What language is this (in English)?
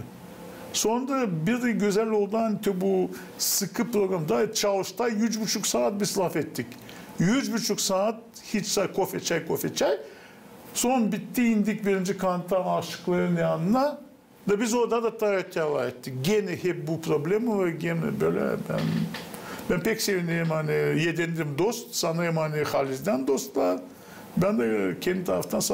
Gagauz